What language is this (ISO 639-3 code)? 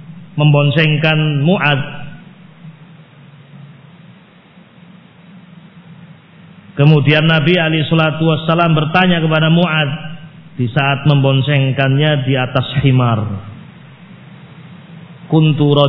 ind